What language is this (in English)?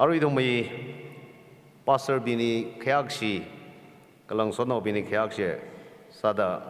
Tangkhul Naga (India)